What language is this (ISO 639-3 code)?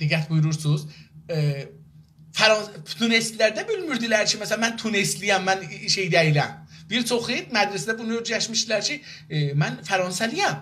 azb